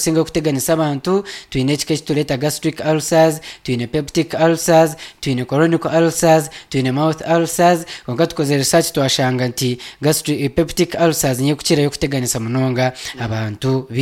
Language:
Nyankole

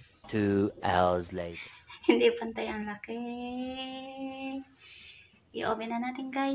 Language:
Filipino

